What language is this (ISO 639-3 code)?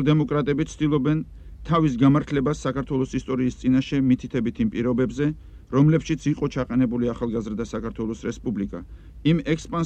kat